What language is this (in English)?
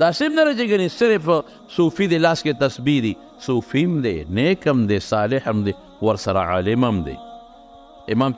Pashto